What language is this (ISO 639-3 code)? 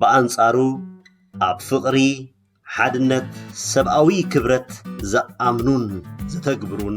tir